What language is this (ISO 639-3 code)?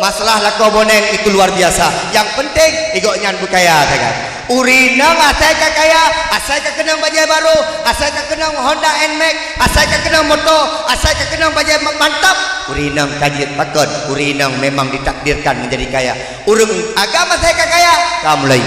ace